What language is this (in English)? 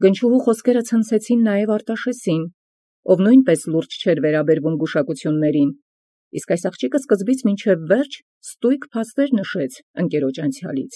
Armenian